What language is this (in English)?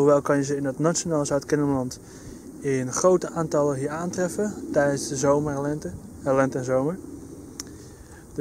Dutch